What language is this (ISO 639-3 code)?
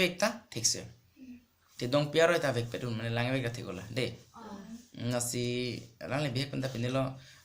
mjw